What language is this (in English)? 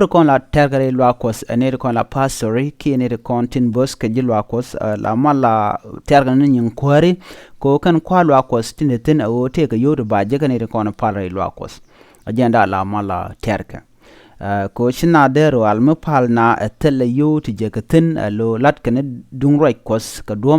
Nuer